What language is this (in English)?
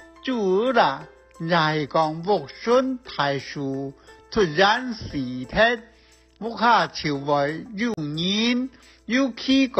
Hakka Chinese